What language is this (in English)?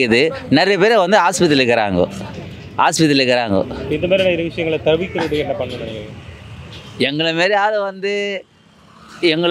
Tamil